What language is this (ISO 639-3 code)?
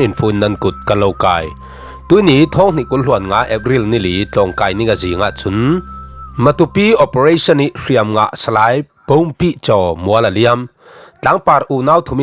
cfm